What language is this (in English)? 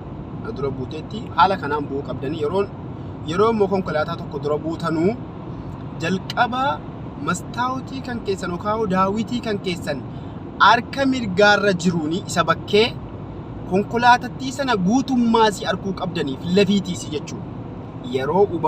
Oromo